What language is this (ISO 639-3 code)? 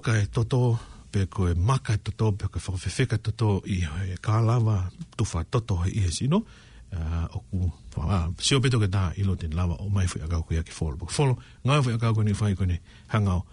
ton